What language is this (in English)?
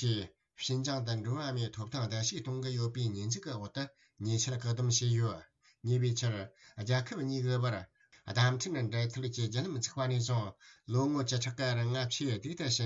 Tibetan